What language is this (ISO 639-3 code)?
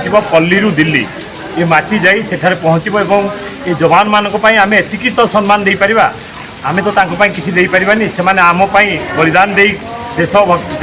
ori